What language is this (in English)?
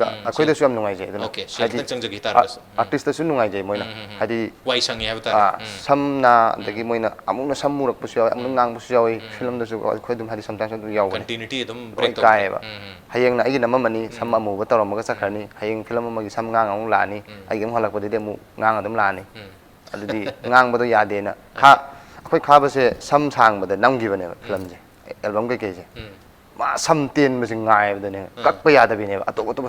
Manipuri